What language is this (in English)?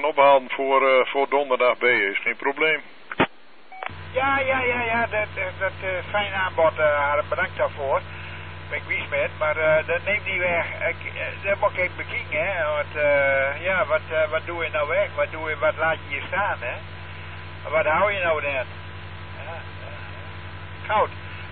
Dutch